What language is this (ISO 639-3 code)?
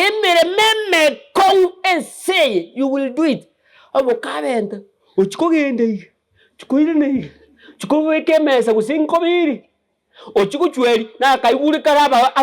guz